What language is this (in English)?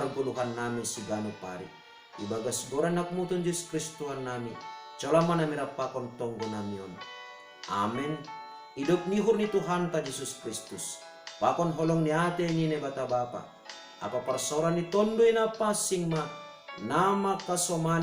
Batak Simalungun